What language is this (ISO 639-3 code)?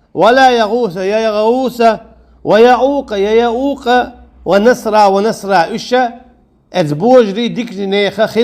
che